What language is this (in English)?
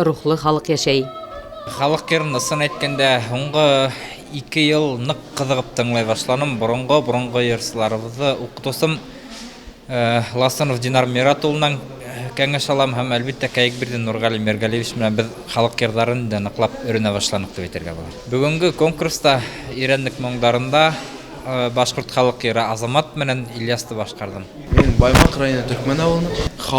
Bashkir